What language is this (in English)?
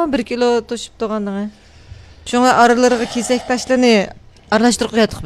Uyghur